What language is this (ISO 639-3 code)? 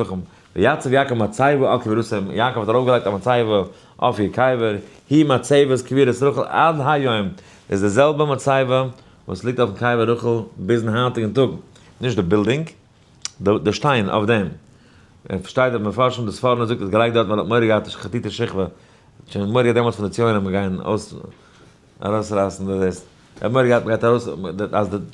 yid